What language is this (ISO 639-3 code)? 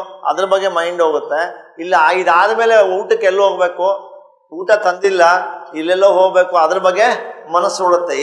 kan